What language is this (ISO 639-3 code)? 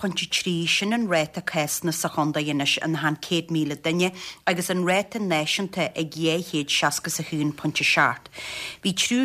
gle